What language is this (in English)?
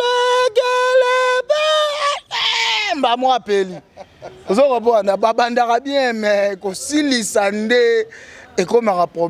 Lingala